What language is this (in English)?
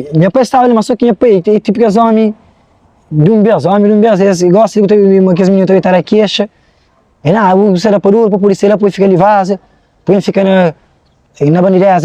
Kabuverdianu